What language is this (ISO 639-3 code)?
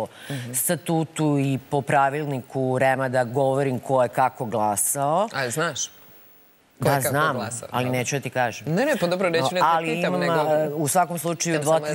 srp